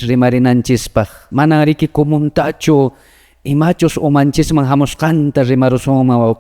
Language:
Quechua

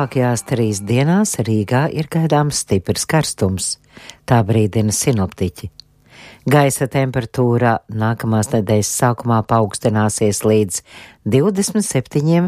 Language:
Latvian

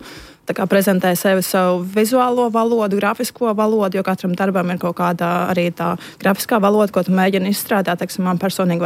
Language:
Latvian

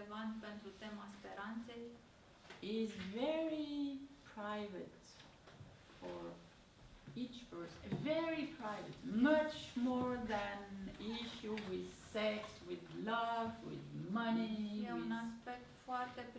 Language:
Romanian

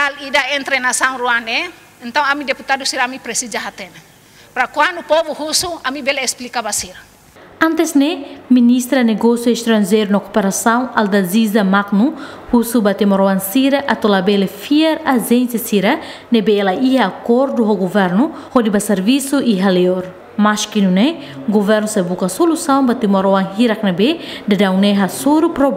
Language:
Tetum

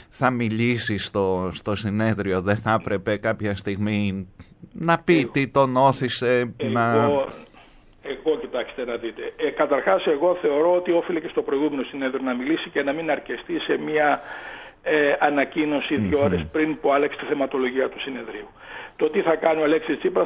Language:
Greek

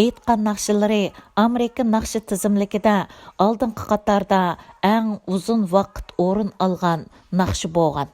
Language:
Uyghur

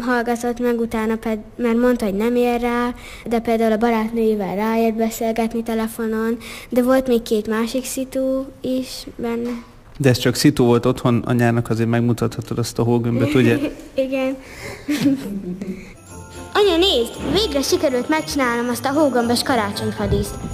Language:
Hungarian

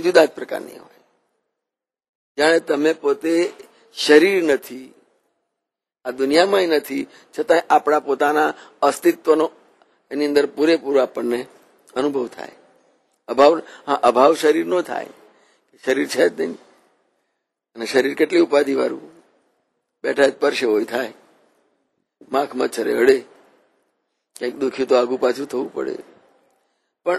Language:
Gujarati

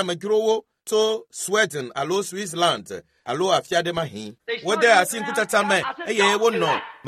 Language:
Ewe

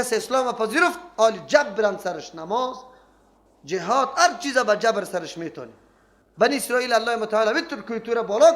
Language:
Persian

